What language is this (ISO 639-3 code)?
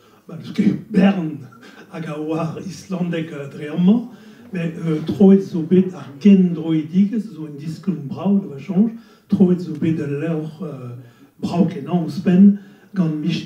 bre